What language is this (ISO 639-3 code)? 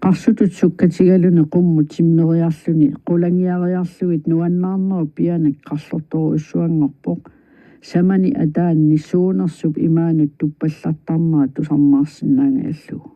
kal